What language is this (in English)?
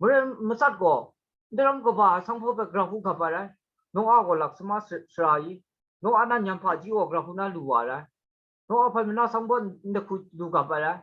Kachin